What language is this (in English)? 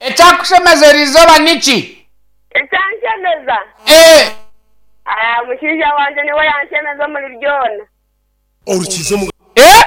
Nyankole